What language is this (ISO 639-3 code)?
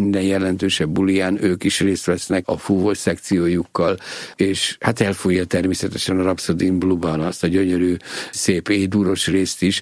hun